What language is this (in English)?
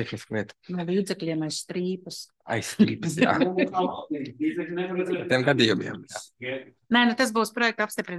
Latvian